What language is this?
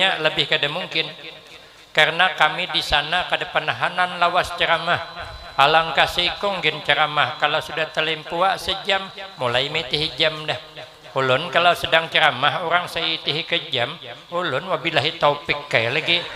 Banjar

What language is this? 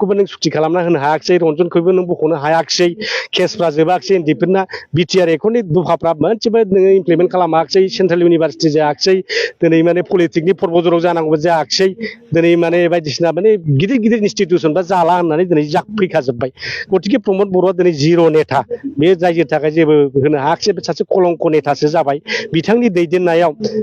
Bodo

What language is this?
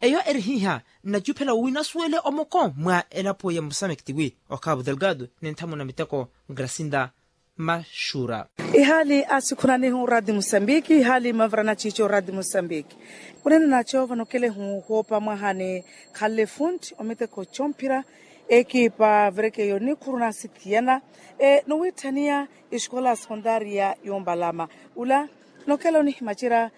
Makhuwa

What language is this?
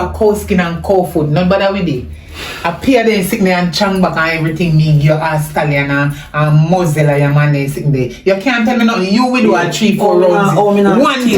Jamaican Creole English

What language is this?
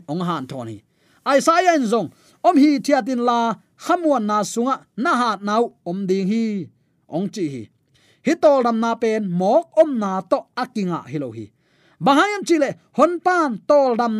Tedim Chin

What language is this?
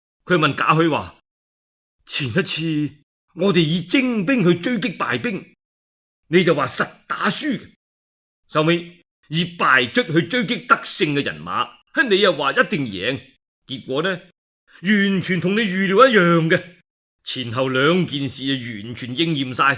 Cantonese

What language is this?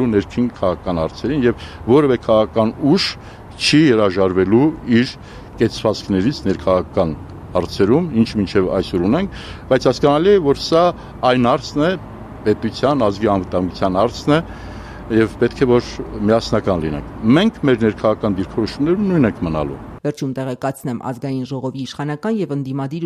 Armenian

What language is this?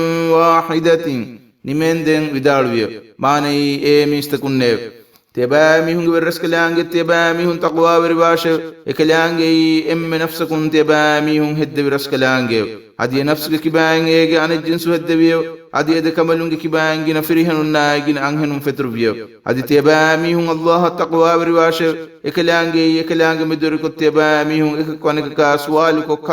Divehi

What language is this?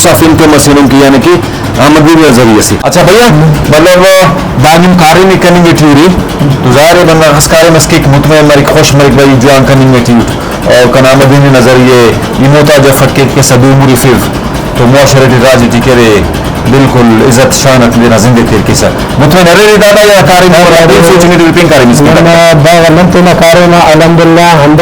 Brahui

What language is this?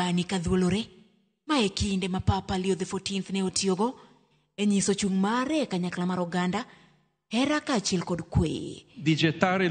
Luo (Kenya and Tanzania)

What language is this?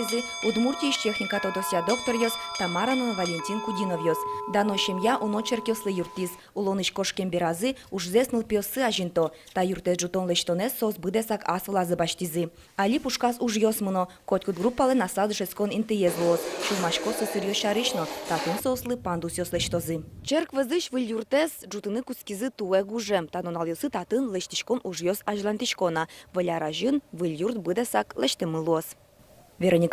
Udmurt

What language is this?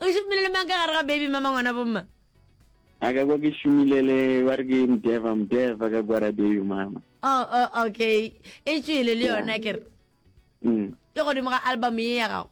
Northern Sotho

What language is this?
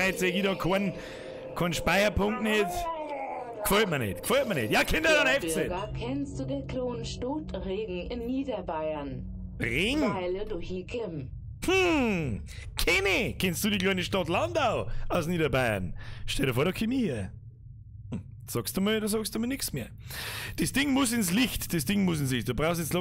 Bavarian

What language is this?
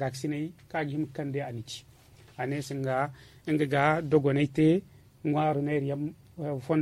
Zarma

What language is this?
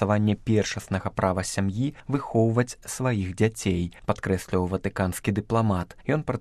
Belarusian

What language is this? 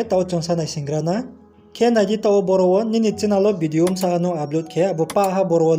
Riang (India)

